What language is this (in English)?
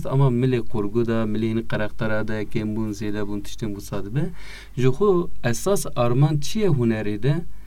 Kurdish